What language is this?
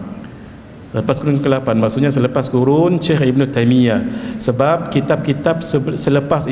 Malay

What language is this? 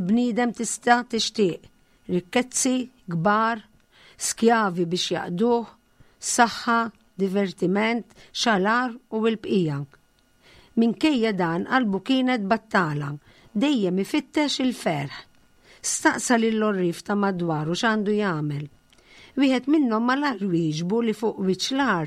Maltese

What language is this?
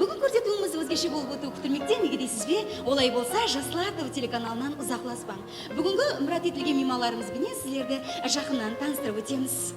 Kara-Kalpak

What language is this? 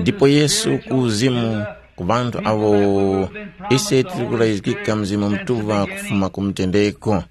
Tumbuka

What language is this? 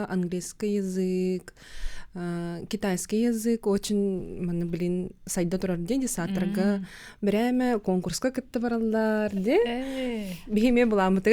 Yakut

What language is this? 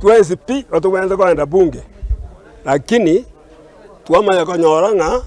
Gusii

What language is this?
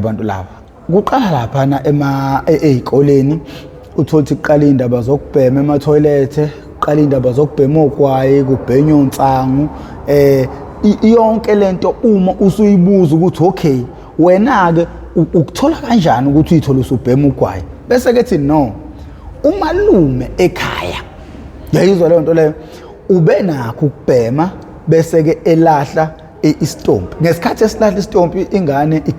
Zulu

